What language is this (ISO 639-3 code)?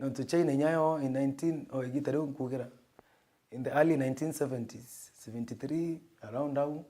mer